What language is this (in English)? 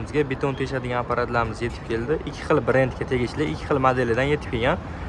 Uzbek